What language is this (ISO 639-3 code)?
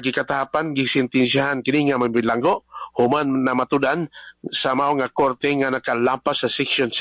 ceb